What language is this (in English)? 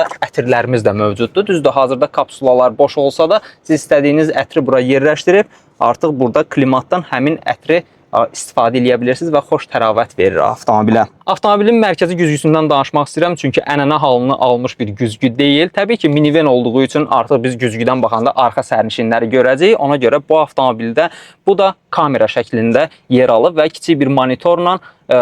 Azerbaijani